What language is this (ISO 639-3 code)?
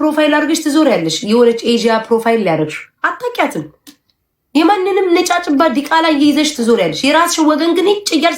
amh